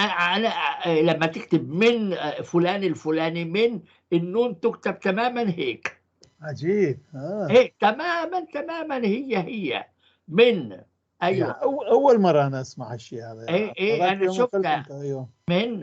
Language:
North Levantine Arabic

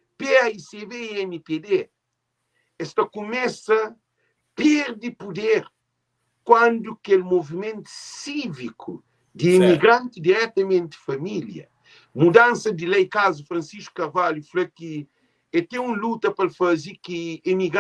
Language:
Kabuverdianu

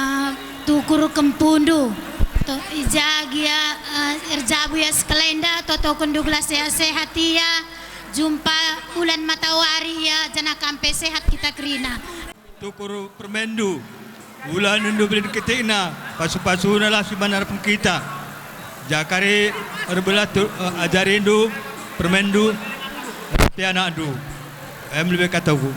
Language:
Batak Karo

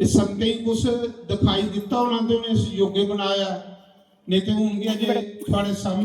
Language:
Dogri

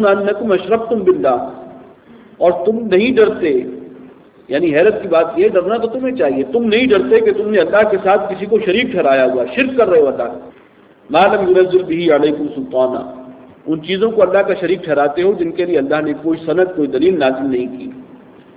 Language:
Urdu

